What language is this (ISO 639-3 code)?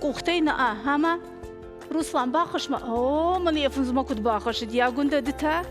oss